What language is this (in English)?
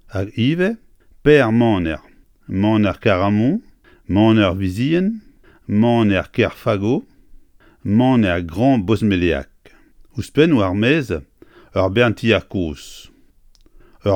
Breton